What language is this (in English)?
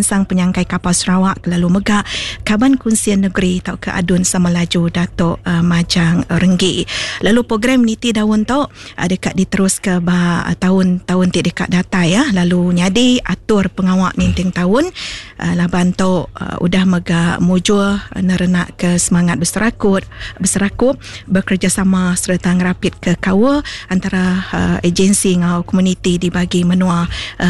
Iban